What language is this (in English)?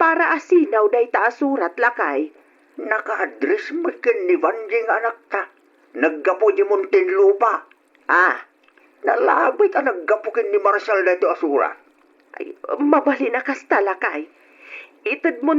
Iloko